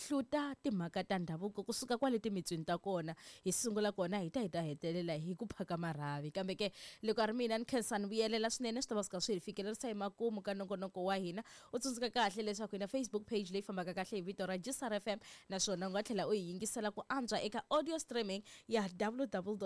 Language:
Tsonga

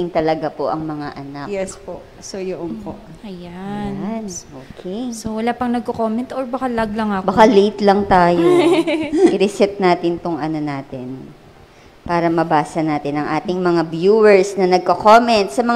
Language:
Filipino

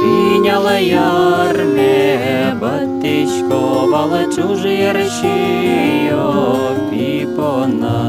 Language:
Udmurt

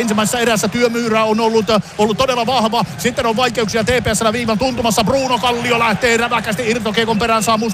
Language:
Finnish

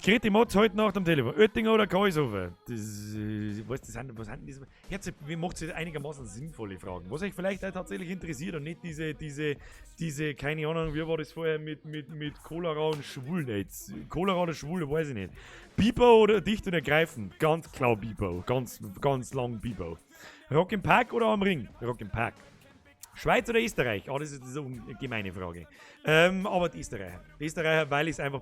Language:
Bavarian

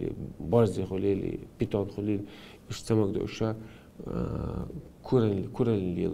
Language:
Chechen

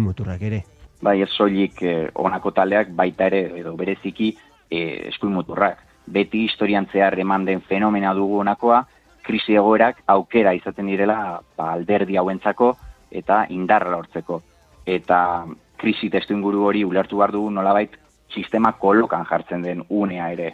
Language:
Basque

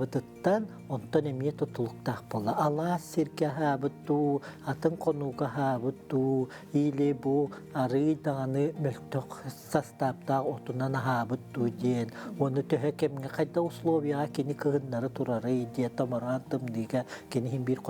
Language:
Yakut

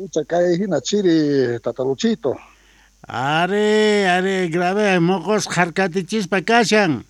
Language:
South Bolivian Quechua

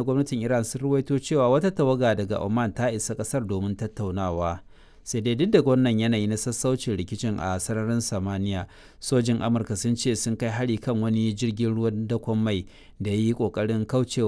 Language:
Hausa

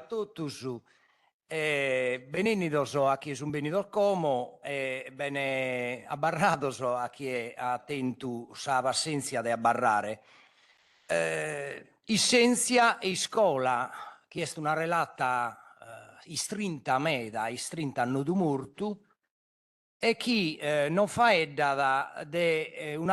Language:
Sardinian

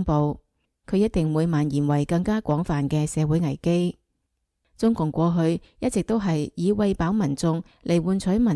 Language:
Cantonese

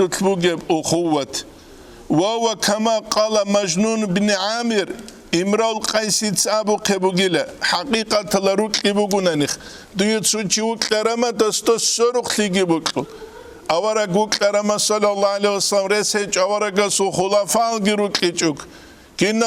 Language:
Avaric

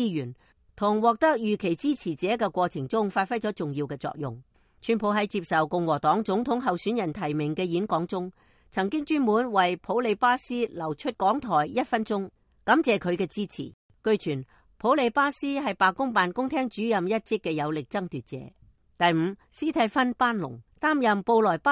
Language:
Cantonese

